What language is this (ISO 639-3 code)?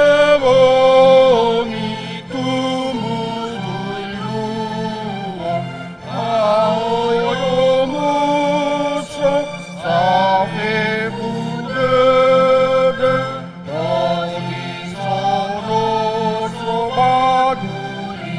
nia